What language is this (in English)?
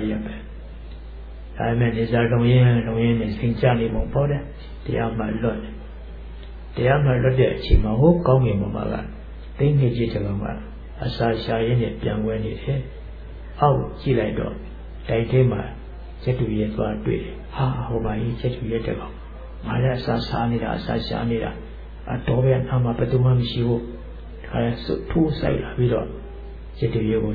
Burmese